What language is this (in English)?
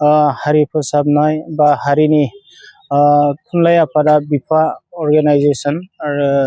Bodo